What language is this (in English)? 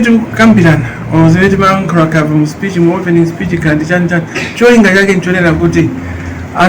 Nyanja